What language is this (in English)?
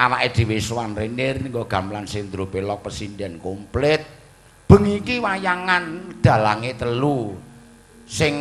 Javanese